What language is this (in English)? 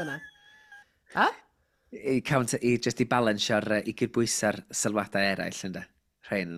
Welsh